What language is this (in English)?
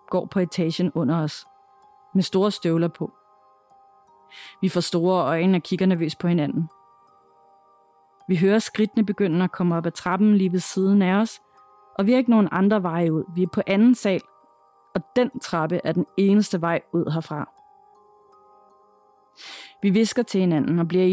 Danish